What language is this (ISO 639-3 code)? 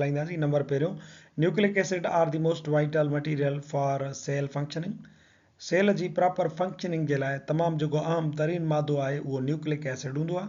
snd